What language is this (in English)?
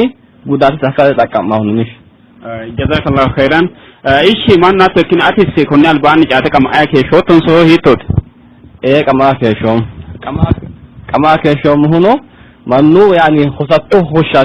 Sidamo